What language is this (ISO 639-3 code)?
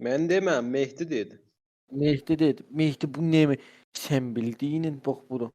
azb